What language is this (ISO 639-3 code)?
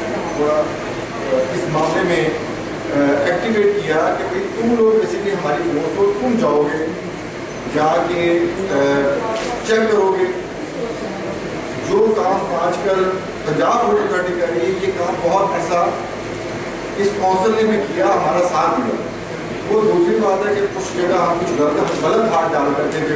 urd